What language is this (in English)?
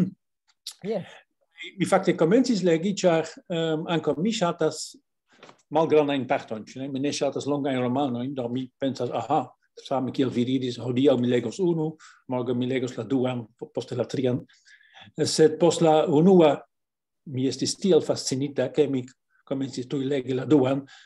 Esperanto